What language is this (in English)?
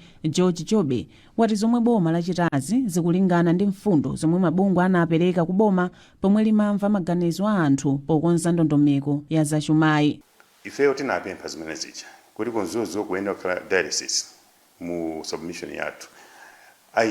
Nyanja